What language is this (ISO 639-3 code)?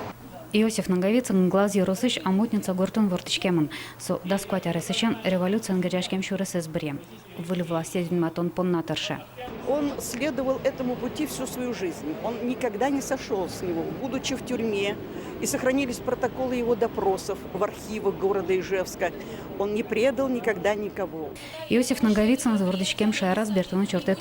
udm